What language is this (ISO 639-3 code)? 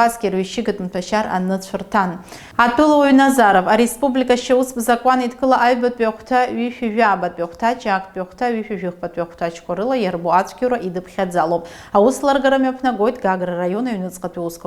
abk